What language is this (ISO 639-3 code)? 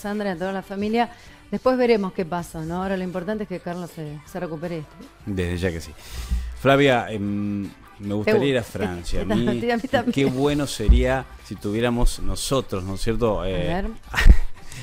spa